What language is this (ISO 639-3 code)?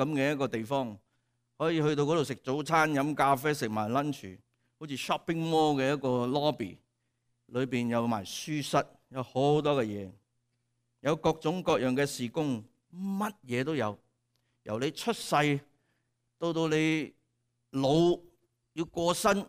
yue